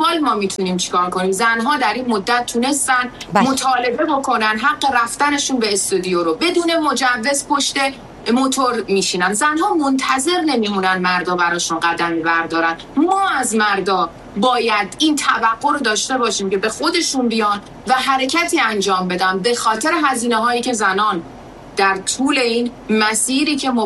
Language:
Persian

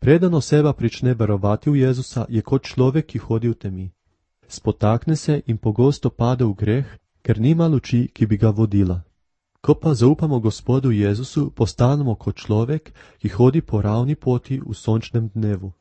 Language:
Slovenian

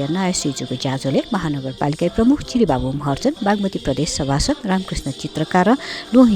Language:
Newari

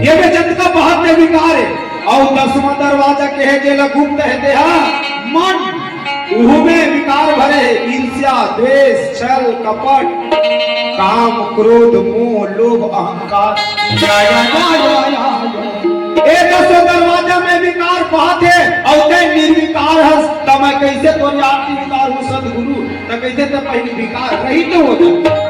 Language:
Chhattisgarhi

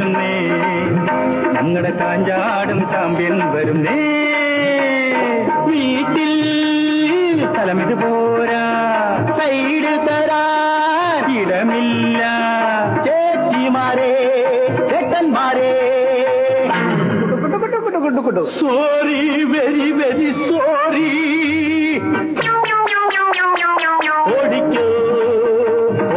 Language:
Malayalam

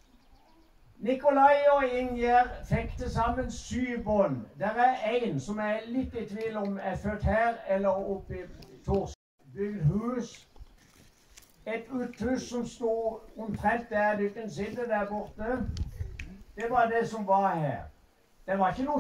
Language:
Norwegian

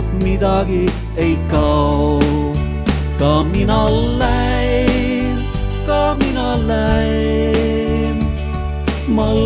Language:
Estonian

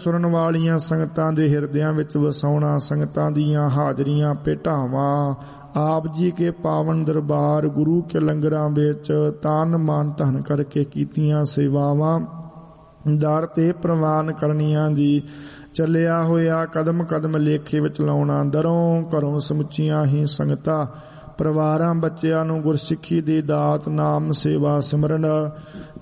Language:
Punjabi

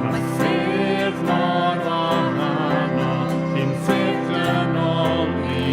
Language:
Welsh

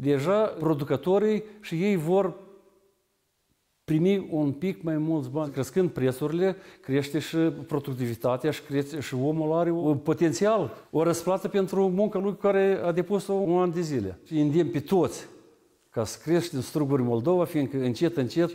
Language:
Romanian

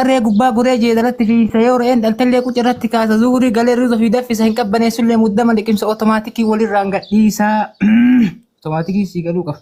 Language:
Oromo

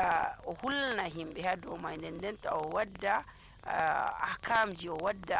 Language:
Nigerian Fulfulde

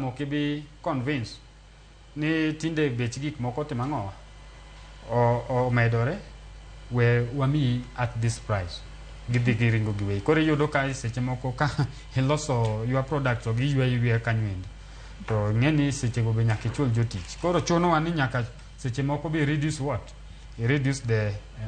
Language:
Luo (Kenya and Tanzania)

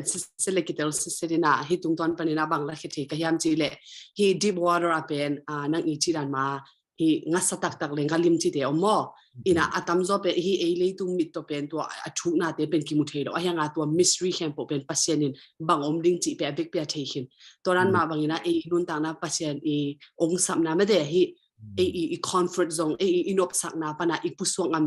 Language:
Tedim Chin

